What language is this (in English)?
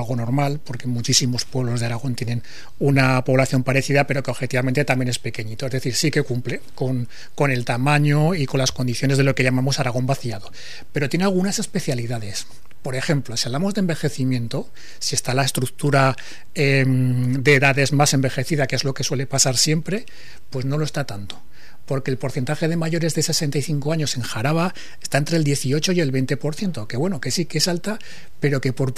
Spanish